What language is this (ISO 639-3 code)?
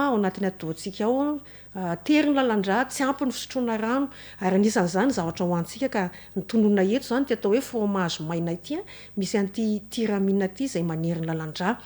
mlg